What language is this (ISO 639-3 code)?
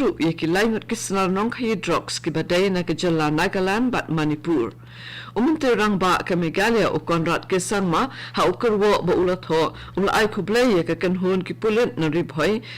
kha